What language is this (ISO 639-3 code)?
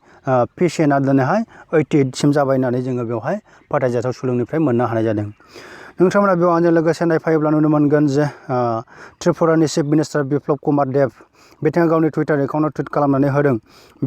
brx